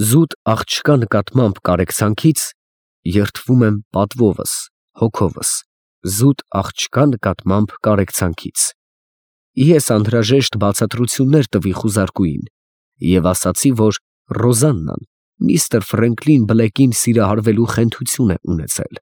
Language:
Armenian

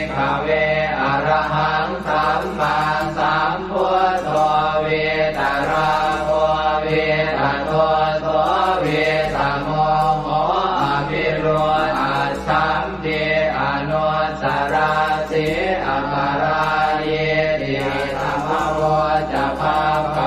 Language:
Pali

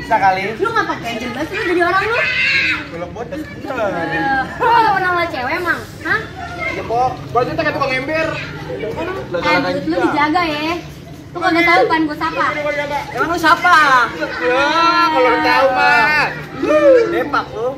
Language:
Betawi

